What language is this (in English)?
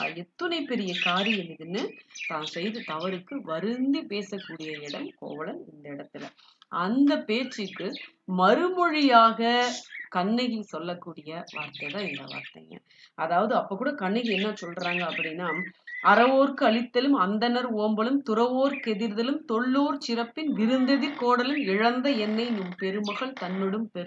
Tamil